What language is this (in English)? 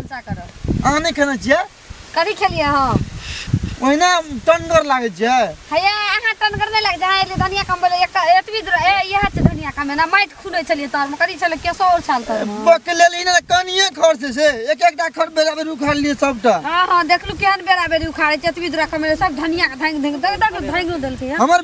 Maithili